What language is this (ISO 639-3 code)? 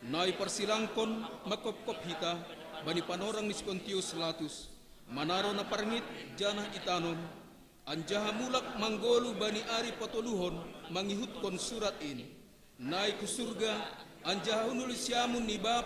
bts